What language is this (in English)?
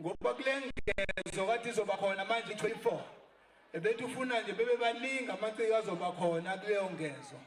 Zulu